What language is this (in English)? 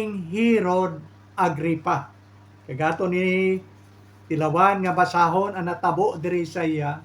Hiligaynon